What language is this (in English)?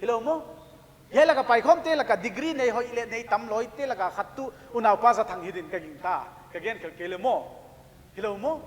Paite Chin